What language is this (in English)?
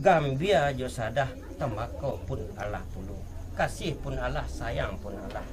Minangkabau